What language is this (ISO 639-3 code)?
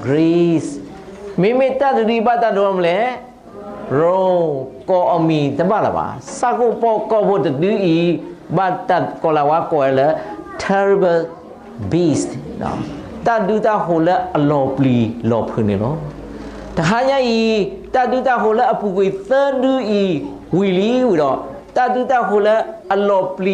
ksw